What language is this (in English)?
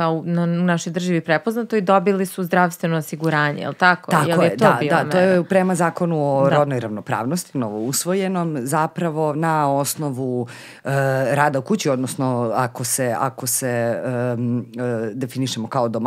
Serbian